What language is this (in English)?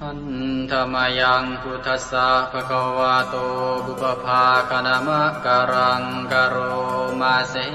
Pali